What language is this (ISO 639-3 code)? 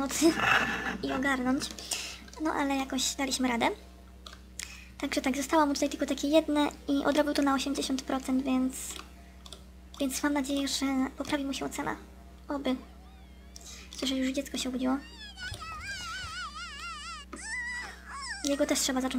pol